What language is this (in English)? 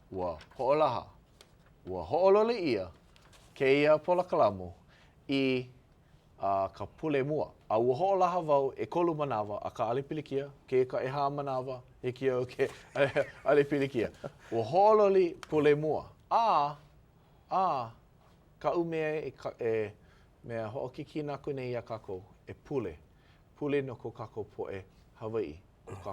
Hawaiian